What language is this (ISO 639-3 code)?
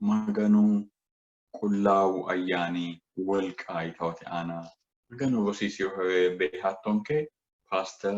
sid